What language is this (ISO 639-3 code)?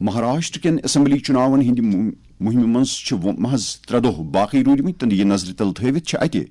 kas